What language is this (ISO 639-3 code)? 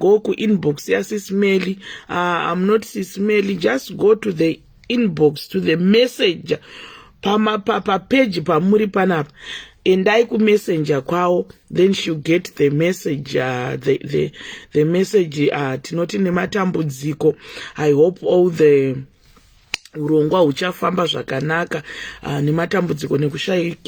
sna